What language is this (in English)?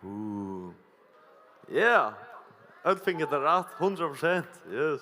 Faroese